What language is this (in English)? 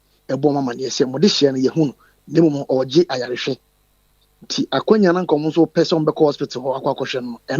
Akan